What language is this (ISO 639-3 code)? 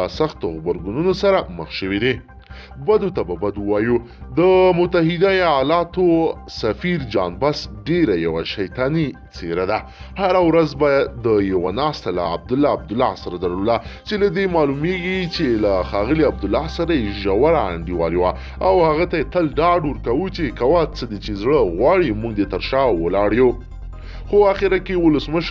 pus